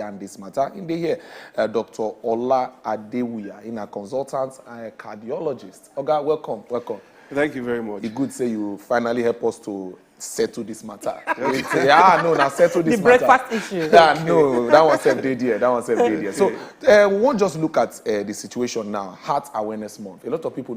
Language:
Nigerian Pidgin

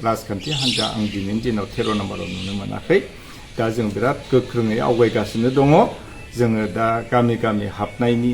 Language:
Bodo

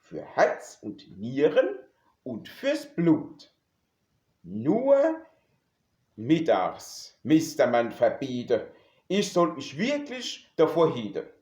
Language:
Palatine German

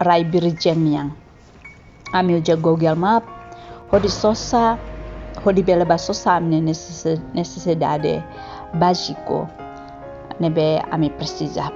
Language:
Tetum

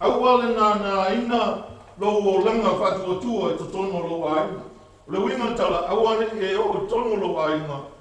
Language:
Samoan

